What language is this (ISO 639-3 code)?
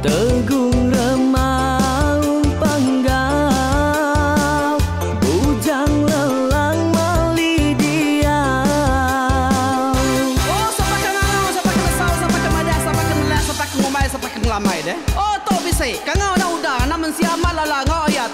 iba